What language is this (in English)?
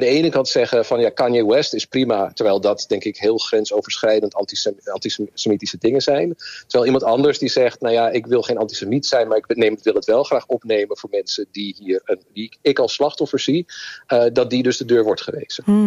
Dutch